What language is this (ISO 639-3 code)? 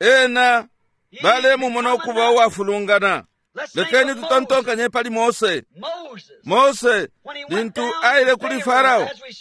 bem